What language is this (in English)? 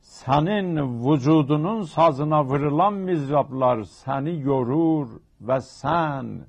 South Azerbaijani